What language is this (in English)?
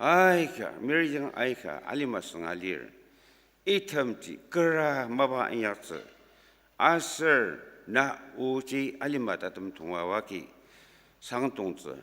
Ao Naga